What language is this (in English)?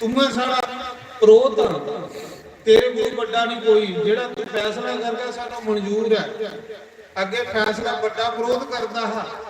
Dogri